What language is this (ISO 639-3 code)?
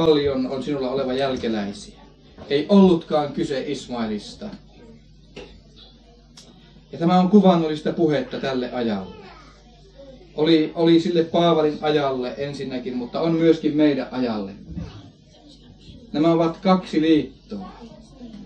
fin